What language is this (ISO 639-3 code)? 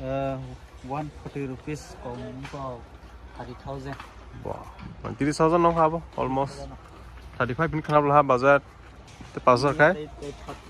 trp